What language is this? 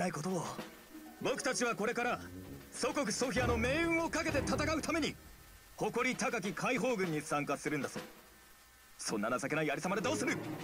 Japanese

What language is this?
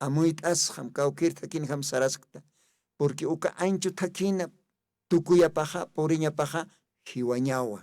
Aymara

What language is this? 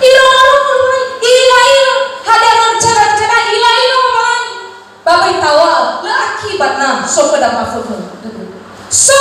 Nias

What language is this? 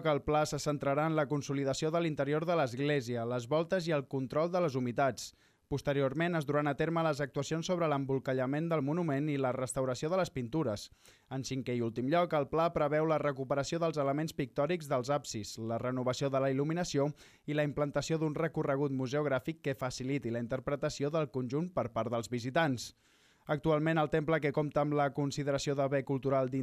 Catalan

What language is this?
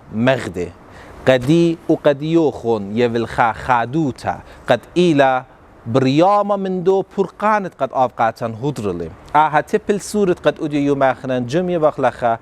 Assyrian Neo-Aramaic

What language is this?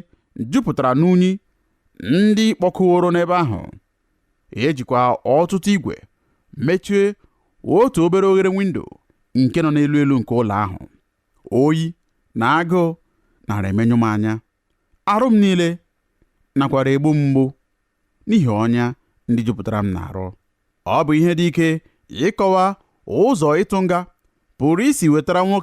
Igbo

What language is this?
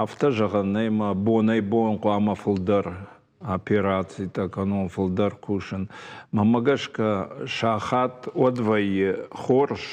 Ossetic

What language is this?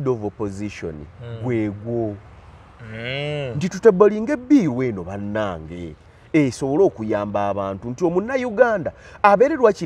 Ganda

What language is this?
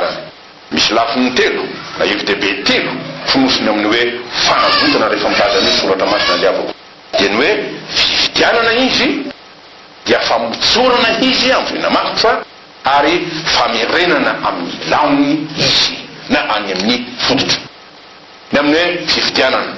Malagasy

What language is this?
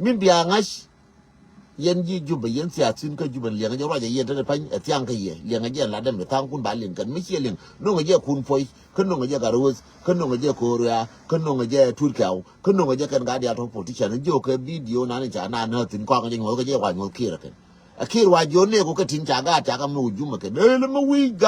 Nuer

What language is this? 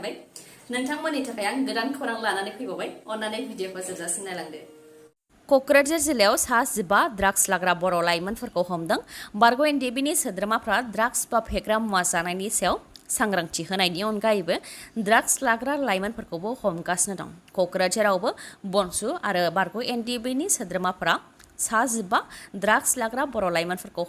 Bodo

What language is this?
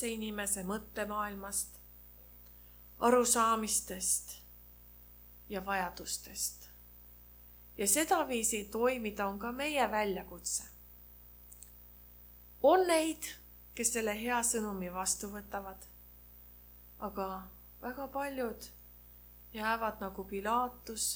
Estonian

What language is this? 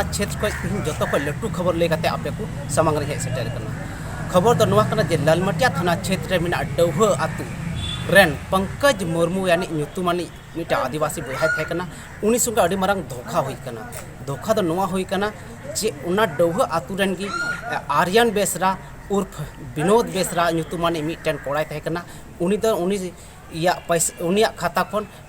Santali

